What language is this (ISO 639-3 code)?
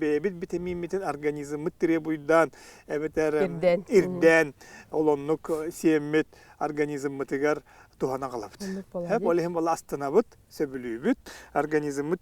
sah